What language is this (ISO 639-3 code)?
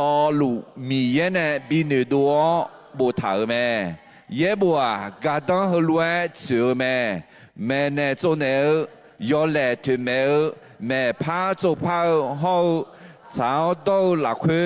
ahk